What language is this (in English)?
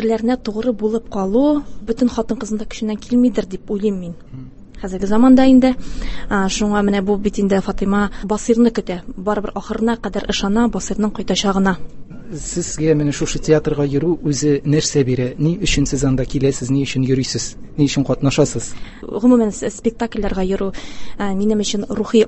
Tatar